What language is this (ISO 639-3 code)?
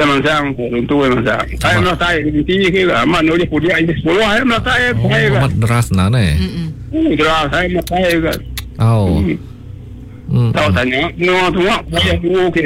iba